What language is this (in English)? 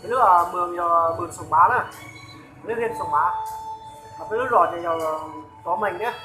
Hmong